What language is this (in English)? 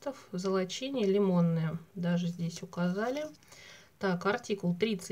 Russian